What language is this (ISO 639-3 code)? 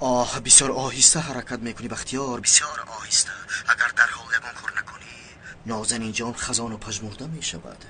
tgk